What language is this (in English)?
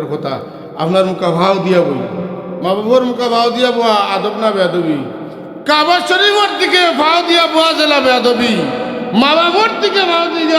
Sylheti